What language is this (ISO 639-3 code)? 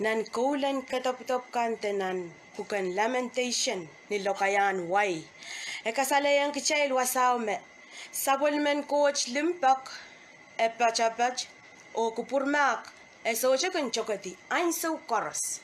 pon